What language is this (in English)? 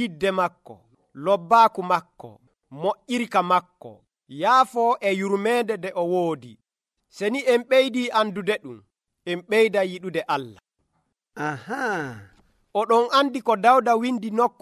Nigerian Fulfulde